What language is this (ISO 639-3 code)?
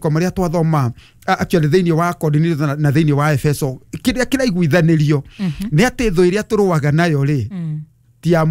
kik